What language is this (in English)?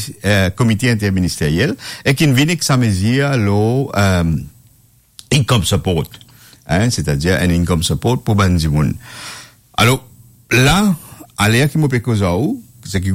Morisyen